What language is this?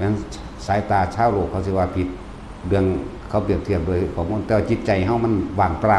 Northeastern Thai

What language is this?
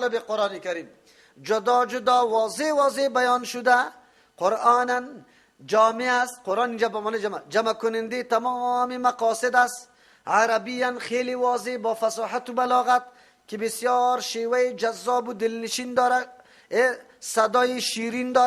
Persian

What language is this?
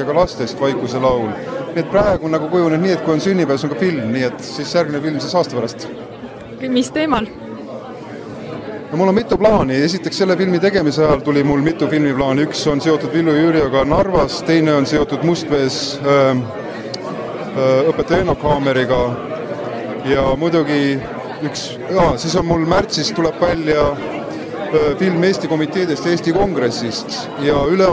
Estonian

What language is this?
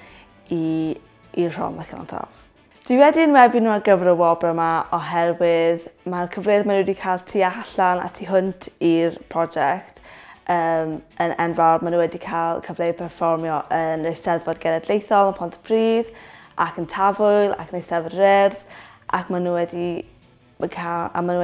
Welsh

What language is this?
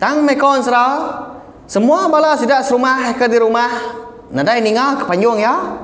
Iban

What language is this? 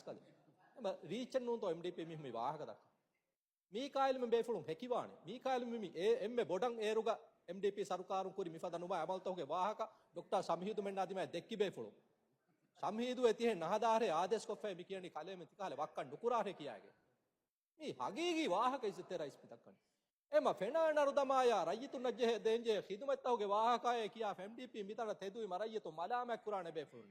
Divehi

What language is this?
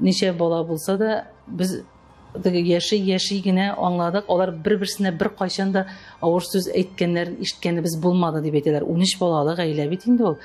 Tatar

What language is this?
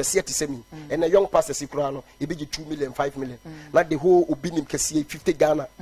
Akan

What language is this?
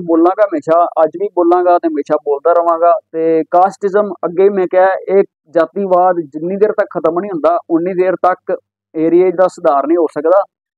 Punjabi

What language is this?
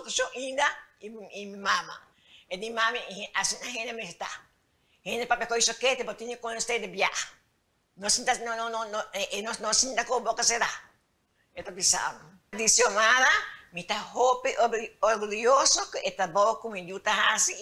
Papiamento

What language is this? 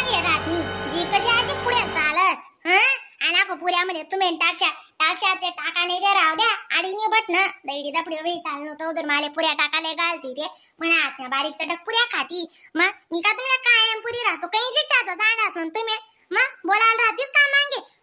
Khandesi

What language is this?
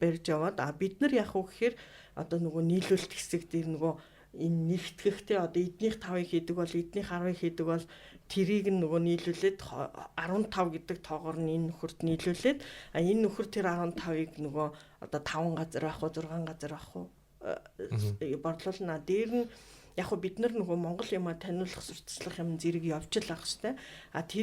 Mongolian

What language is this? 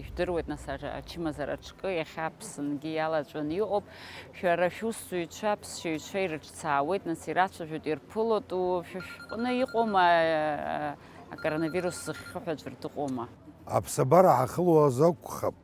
Abkhazian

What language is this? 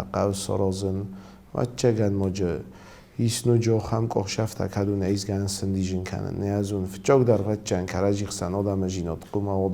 Ossetic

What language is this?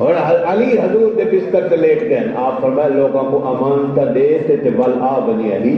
Saraiki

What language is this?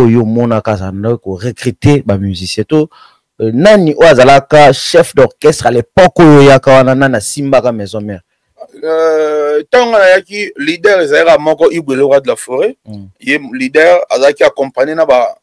Lingala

